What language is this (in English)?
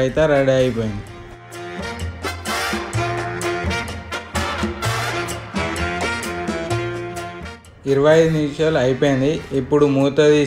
Telugu